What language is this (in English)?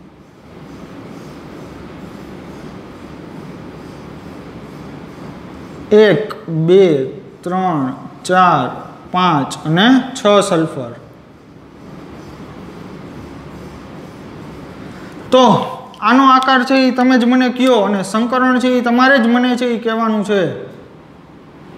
Gujarati